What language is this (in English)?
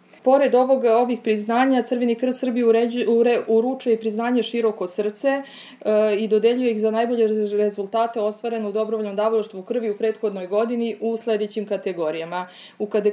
Serbian